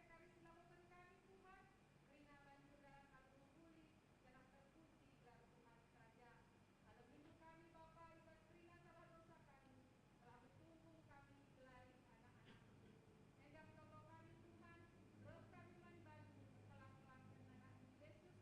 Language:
Batak Karo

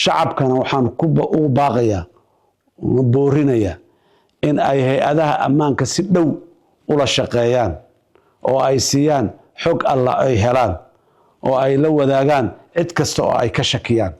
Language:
Somali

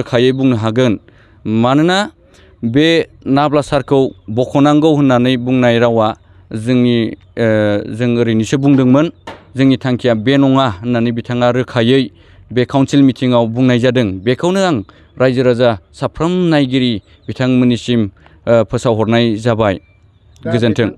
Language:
Bodo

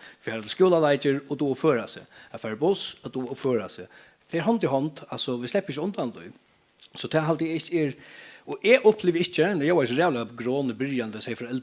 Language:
Faroese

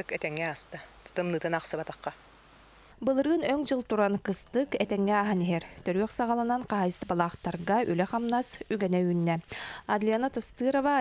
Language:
Yakut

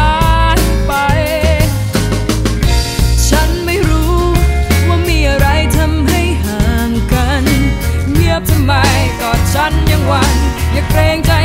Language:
Thai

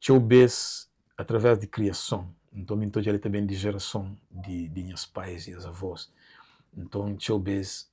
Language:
Kabuverdianu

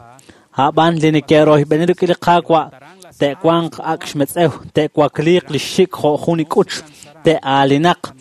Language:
Kekchí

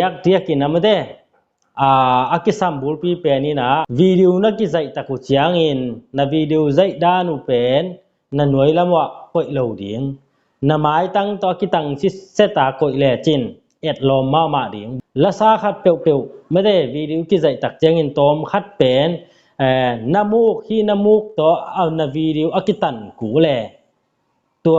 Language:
Tedim Chin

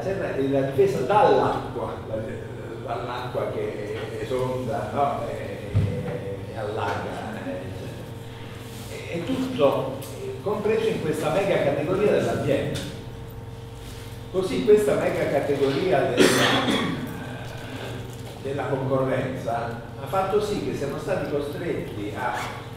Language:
Italian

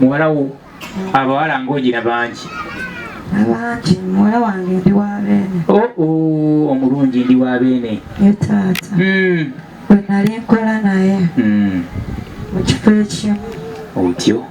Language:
Ganda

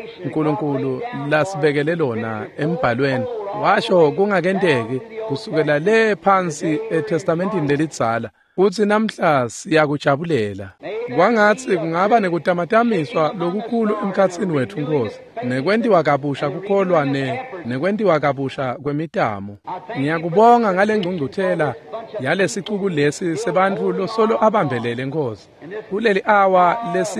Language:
Swati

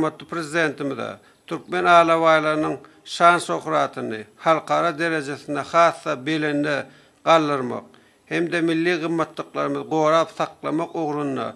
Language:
Turkmen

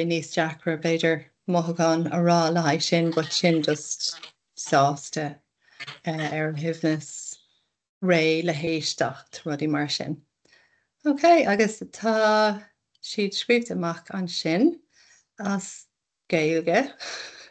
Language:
Irish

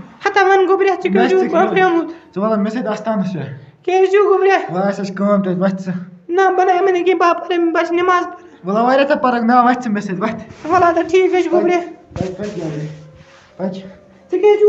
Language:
Kashmiri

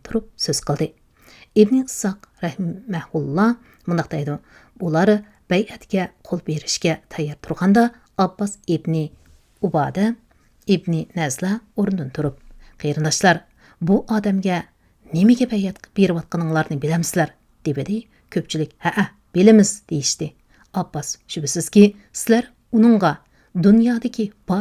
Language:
Uyghur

